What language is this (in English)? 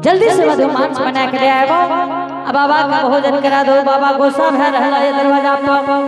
Angika